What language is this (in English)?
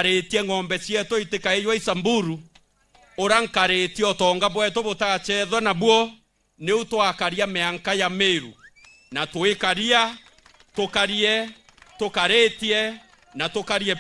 Meru